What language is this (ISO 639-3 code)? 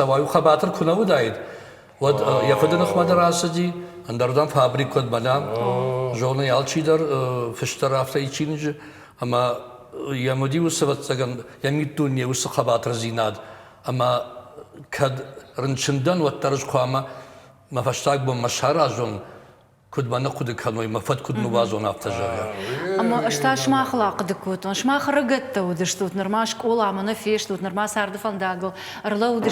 oss